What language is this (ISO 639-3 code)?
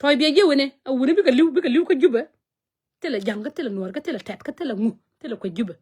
nus